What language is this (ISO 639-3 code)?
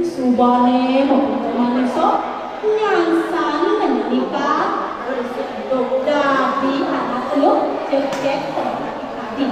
ban